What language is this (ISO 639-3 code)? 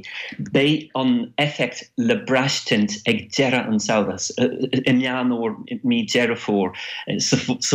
gle